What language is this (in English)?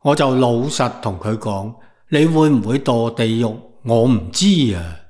Cantonese